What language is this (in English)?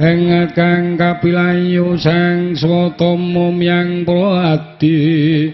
Javanese